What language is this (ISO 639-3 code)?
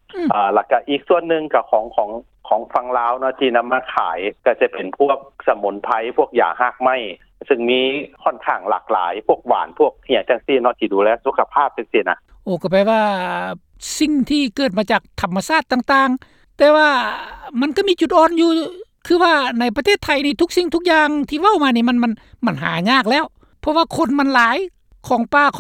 lao